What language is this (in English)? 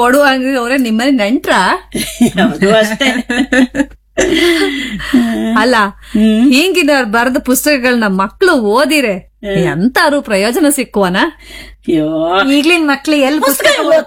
Kannada